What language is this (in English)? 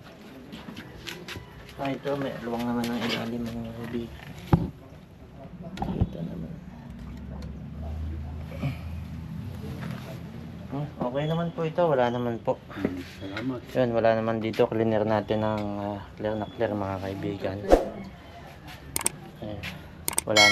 Filipino